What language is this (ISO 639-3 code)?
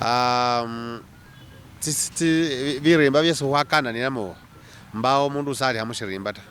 myx